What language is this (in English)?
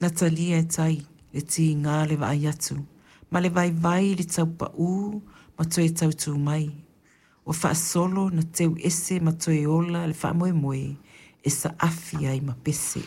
Samoan